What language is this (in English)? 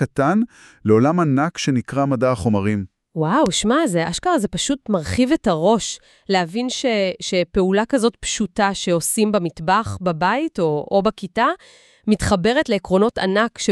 Hebrew